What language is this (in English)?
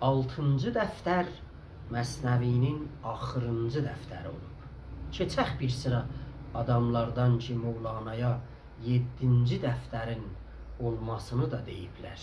South Azerbaijani